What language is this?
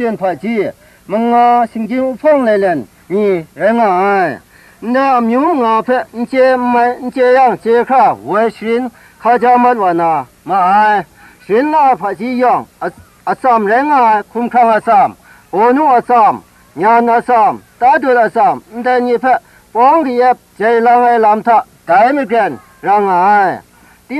Kachin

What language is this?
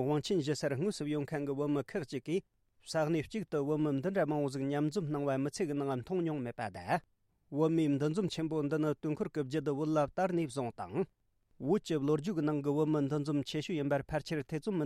Tibetan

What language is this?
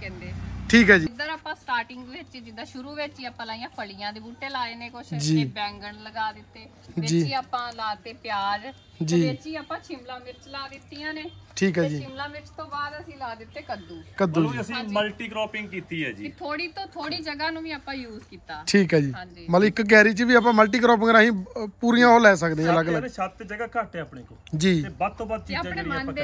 Punjabi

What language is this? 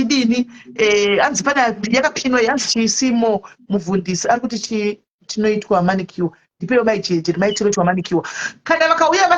Shona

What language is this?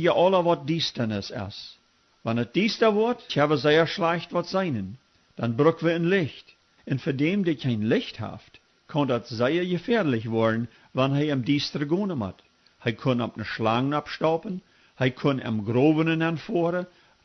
Plautdietsch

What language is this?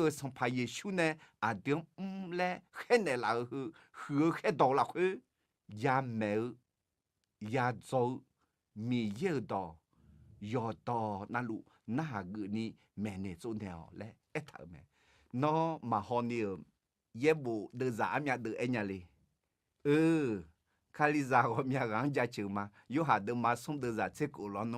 Akha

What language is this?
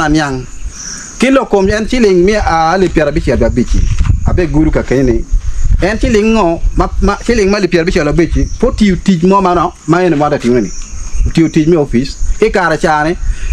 Acoli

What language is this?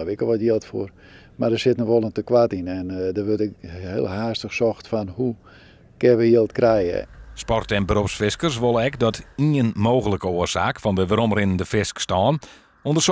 Western Frisian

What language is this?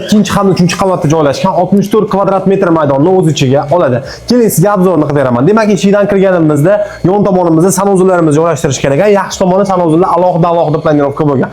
Uzbek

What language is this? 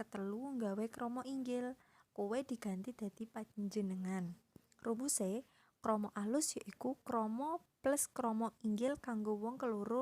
Javanese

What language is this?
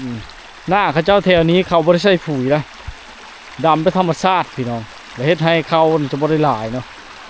Lao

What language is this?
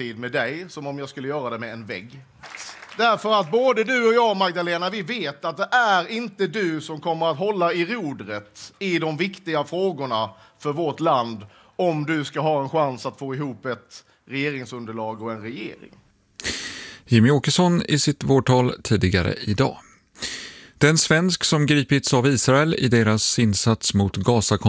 Swedish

